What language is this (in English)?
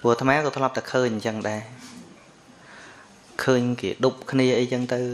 Khmer